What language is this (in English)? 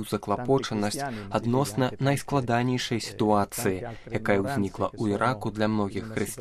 Belarusian